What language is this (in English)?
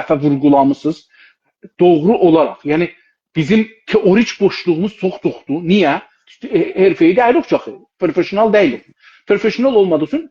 South Azerbaijani